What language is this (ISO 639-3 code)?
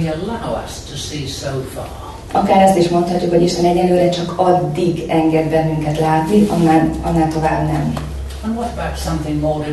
hun